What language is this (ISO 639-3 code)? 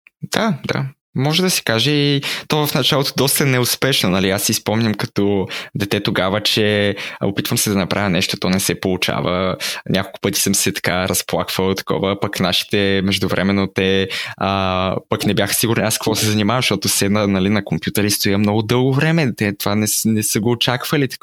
bul